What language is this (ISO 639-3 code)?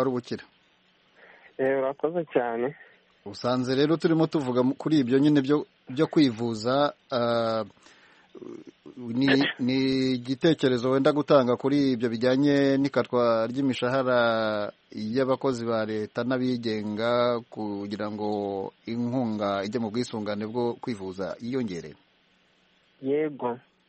kin